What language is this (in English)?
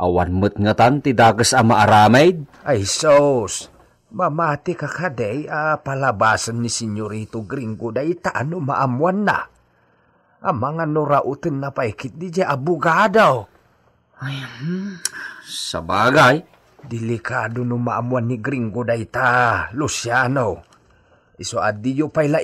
Iloko